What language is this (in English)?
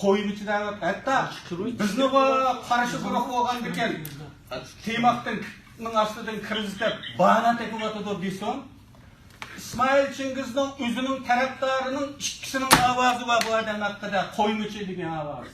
Uyghur